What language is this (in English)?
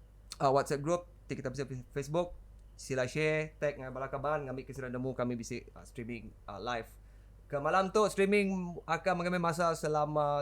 Iban